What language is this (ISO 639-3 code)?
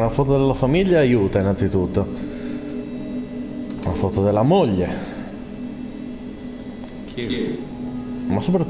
ita